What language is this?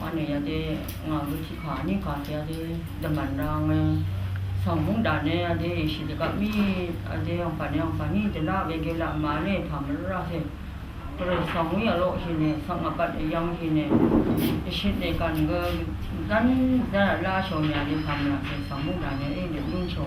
Rawang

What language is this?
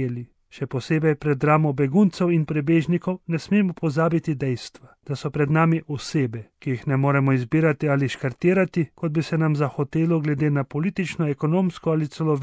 Slovenian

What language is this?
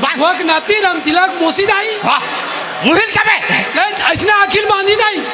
Chhattisgarhi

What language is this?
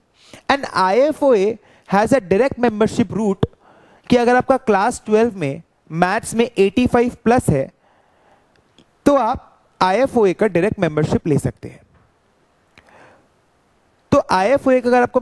Hindi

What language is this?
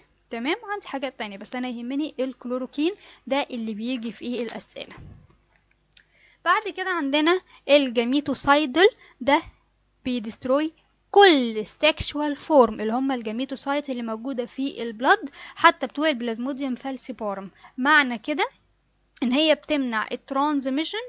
Egyptian Arabic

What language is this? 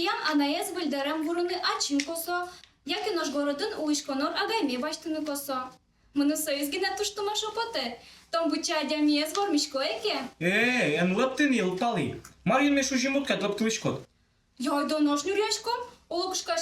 Udmurt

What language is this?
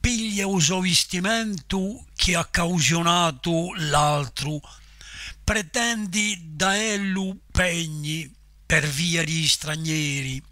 Corsican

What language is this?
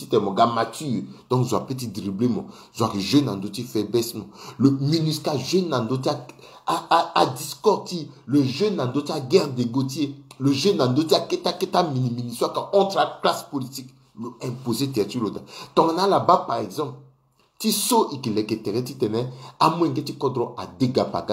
Sango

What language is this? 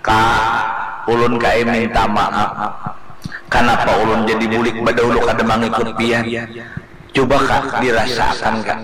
Banjar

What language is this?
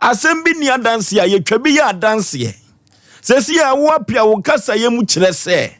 Akan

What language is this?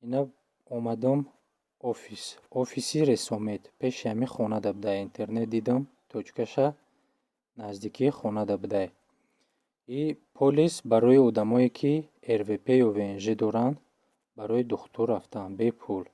Tajik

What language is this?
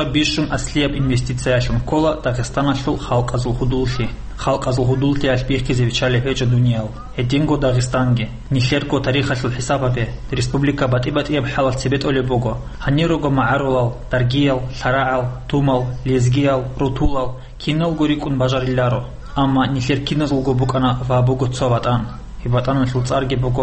Avaric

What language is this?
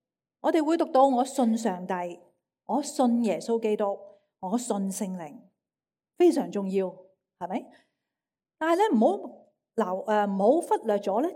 Cantonese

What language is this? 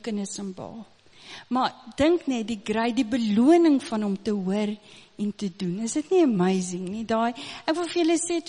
Afrikaans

